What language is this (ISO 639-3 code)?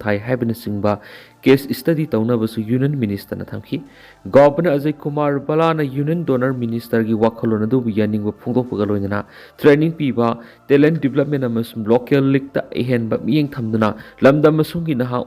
mni